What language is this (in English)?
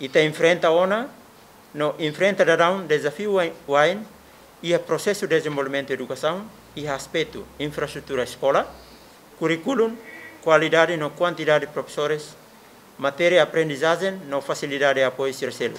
Tetum